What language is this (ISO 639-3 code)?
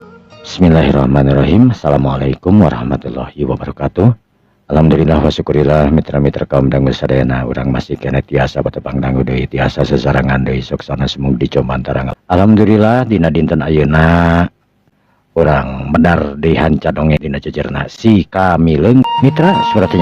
sun